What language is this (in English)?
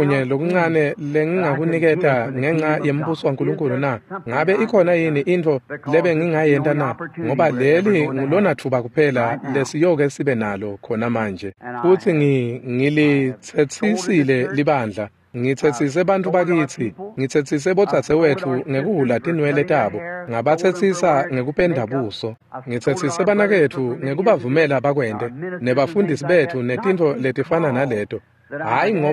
Swati